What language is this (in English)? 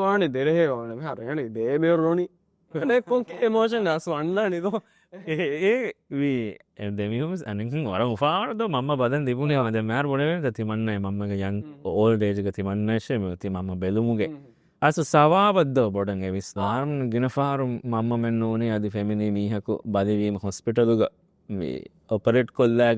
Divehi